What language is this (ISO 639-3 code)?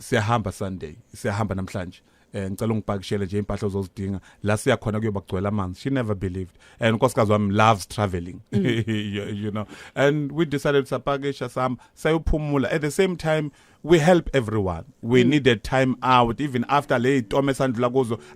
zul